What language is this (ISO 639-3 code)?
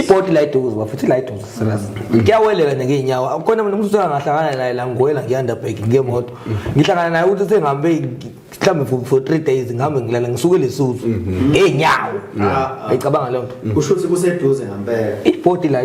zul